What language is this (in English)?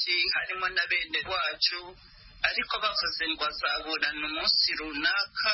Kinyarwanda